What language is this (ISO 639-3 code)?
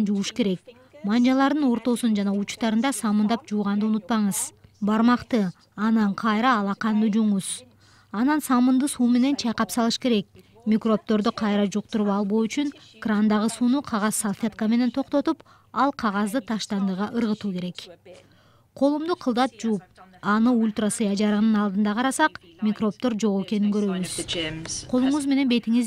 kir